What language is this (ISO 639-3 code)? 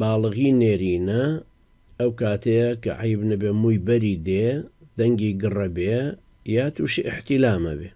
ckb